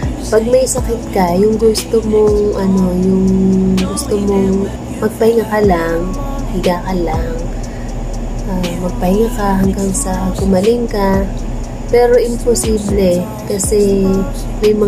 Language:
Filipino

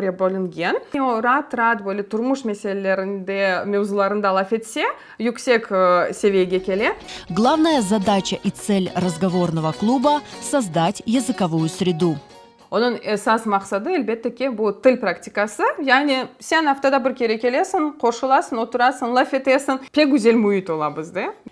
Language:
Crimean Tatar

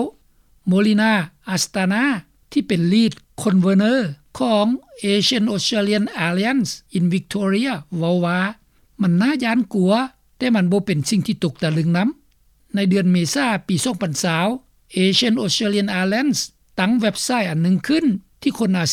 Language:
Lao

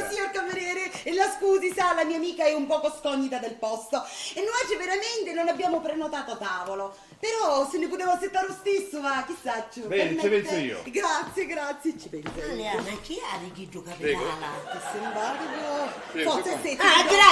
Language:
Sicilian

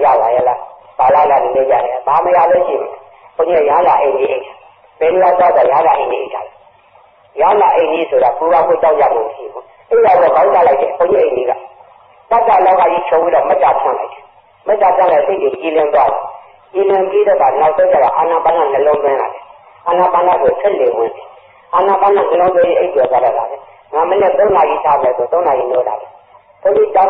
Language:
Burmese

